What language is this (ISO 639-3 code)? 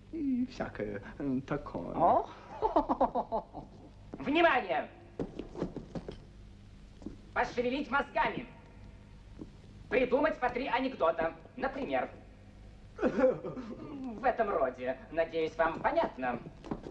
rus